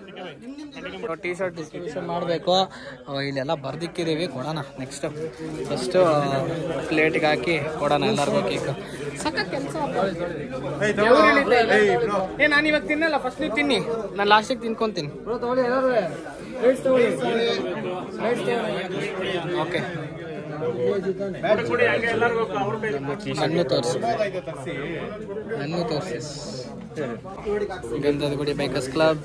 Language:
Kannada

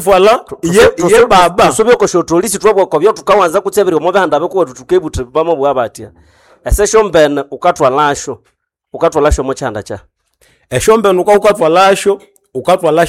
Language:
Nande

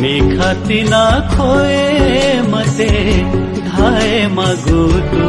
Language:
Newari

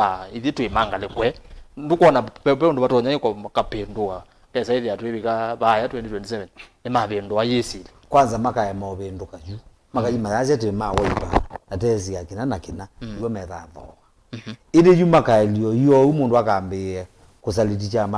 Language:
Kamba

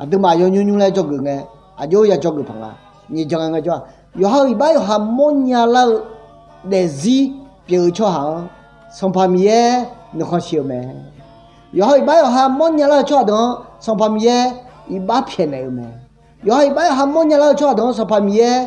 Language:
Akha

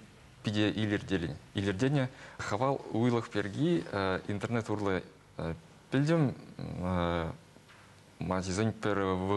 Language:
Chuvash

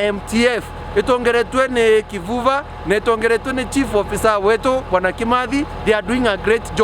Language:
Meru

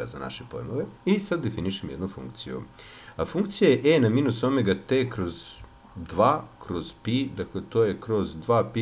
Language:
Serbian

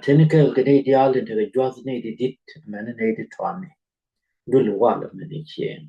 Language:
Nuer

